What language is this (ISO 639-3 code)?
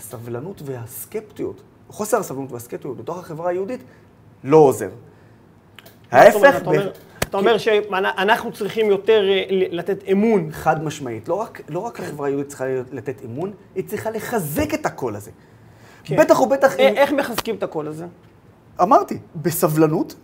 heb